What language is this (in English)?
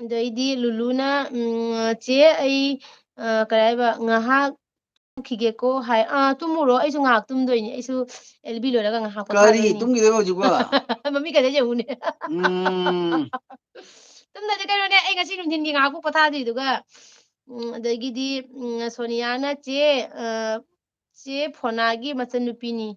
Manipuri